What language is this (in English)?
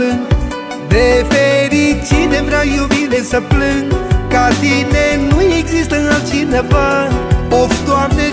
Romanian